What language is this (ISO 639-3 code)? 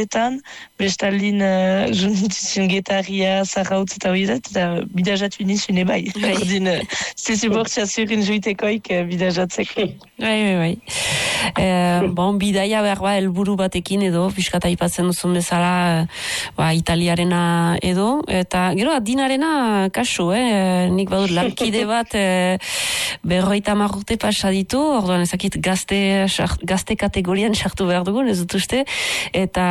eus